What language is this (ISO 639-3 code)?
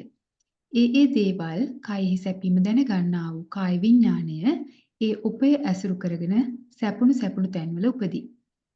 sin